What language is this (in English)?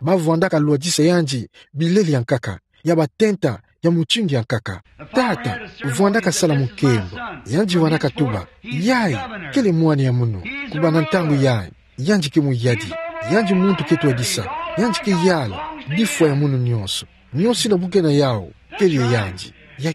Kituba (Democratic Republic of Congo)